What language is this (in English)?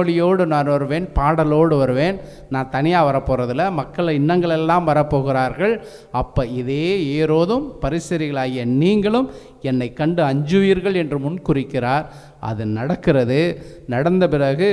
Tamil